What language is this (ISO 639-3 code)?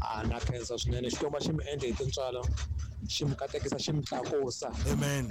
tso